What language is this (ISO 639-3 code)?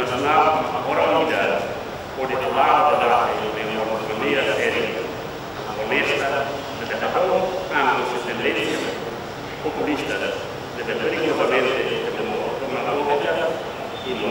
tet